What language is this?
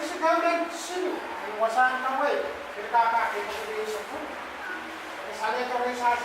Pohnpeian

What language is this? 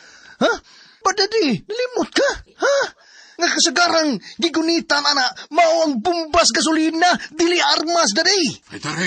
Cebuano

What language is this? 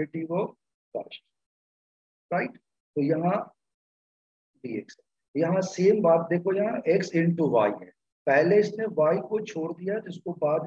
Hindi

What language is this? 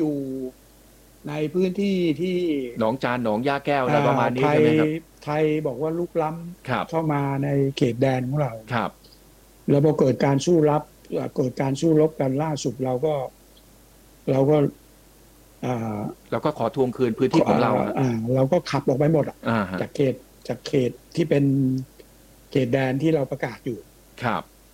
Thai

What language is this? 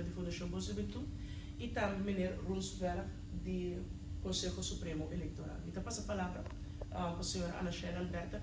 Papiamento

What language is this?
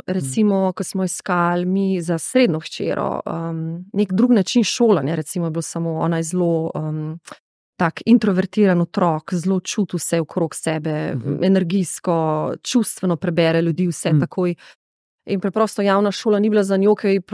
Slovenian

